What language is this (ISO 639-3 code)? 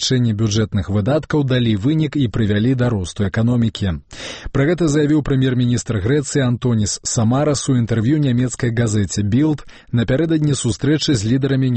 bel